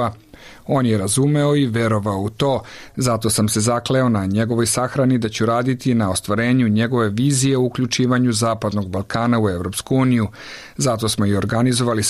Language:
Serbian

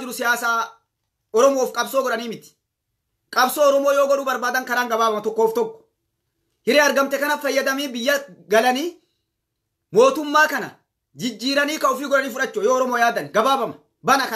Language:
Oromo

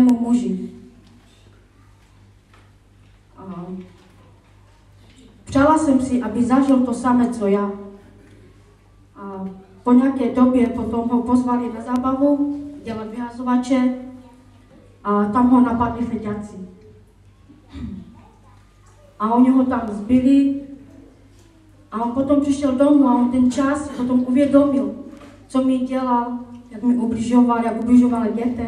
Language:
Czech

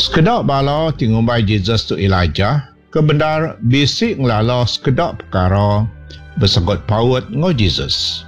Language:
Iban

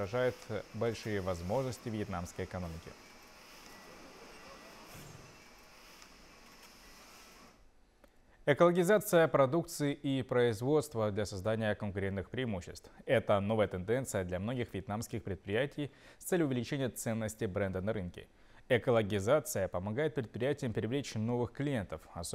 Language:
Russian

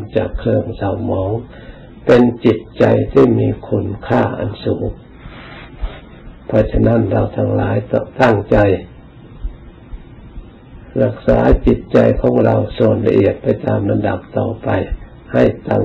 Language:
Thai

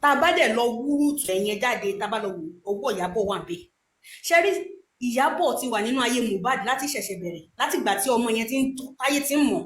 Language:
Yoruba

